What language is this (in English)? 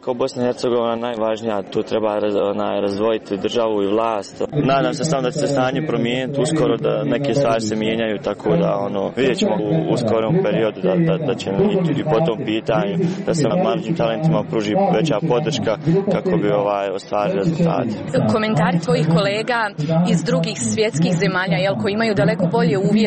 Croatian